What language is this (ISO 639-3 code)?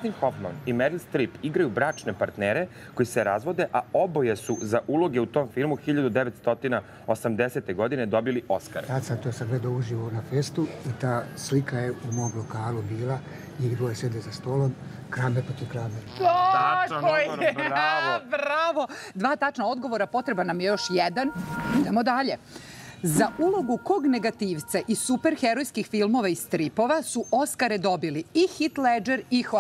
srp